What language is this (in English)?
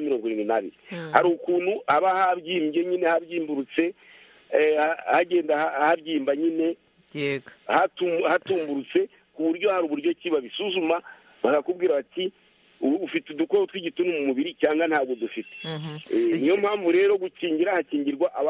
Kinyarwanda